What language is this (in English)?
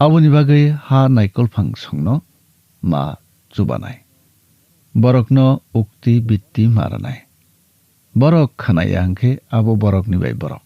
Kok Borok